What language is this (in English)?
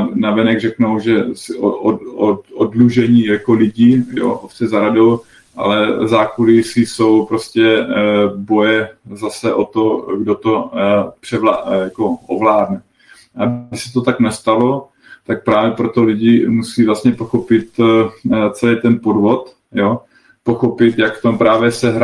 Czech